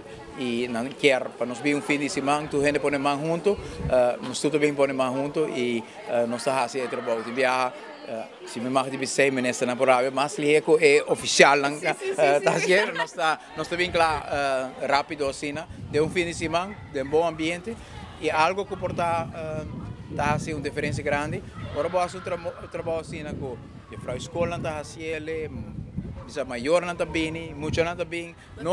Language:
Papiamento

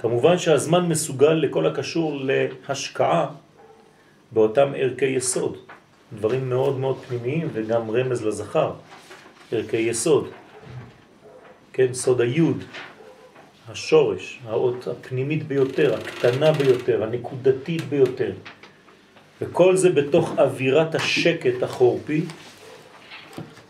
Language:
Hebrew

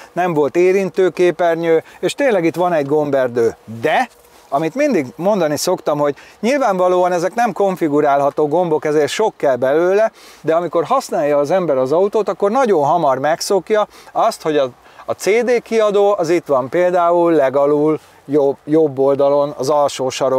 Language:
Hungarian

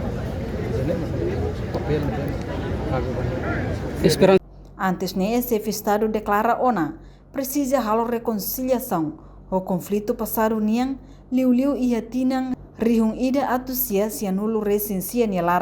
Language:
Tetum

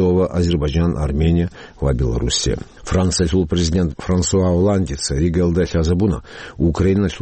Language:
Avaric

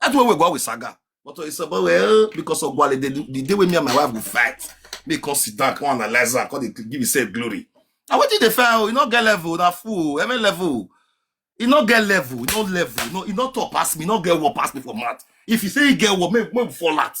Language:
Nigerian Pidgin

